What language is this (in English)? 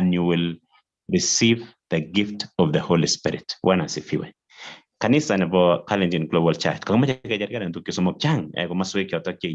Kalenjin